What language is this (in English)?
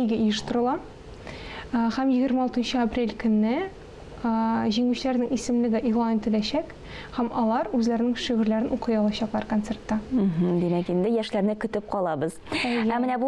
Tatar